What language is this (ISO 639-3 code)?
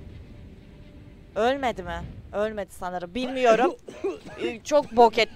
tur